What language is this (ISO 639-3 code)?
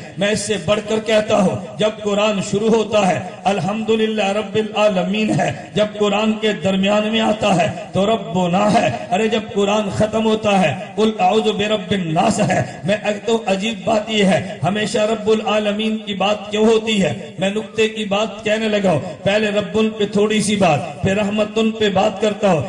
urd